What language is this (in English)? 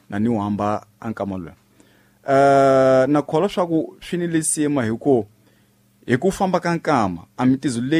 Tsonga